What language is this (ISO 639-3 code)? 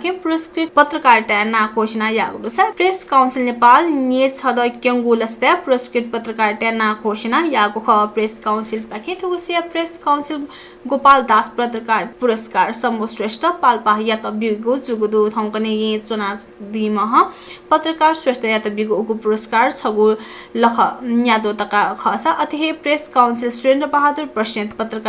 new